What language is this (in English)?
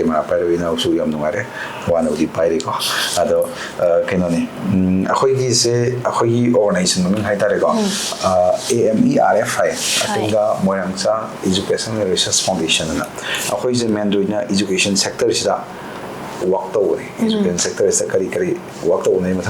Manipuri